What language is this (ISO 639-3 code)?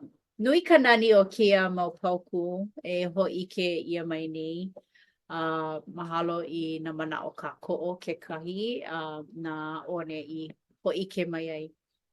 haw